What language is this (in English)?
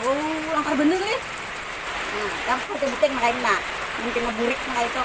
Banjar